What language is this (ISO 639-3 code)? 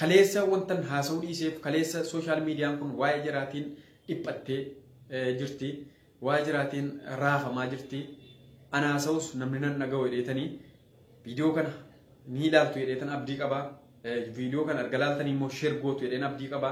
orm